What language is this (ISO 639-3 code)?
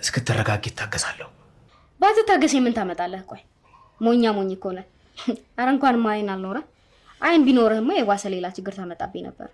amh